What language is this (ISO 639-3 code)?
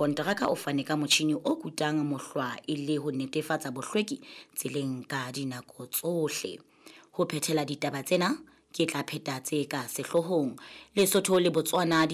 sot